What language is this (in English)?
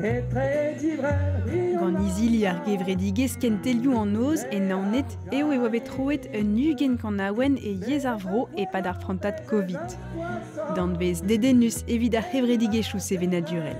Breton